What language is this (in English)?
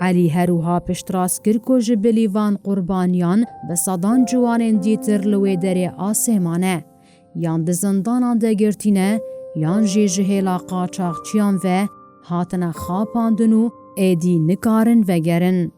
Kurdish